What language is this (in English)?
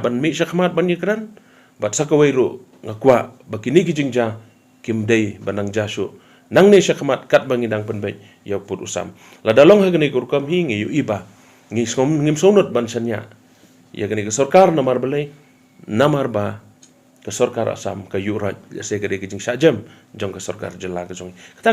Khasi